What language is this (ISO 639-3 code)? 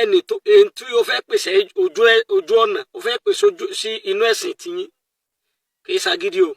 yor